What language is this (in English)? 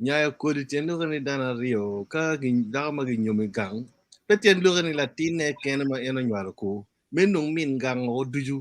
Acoli